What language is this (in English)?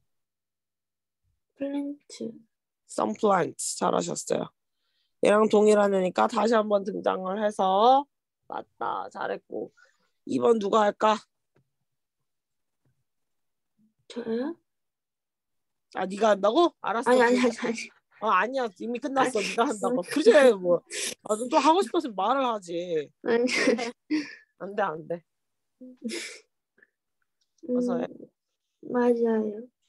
Korean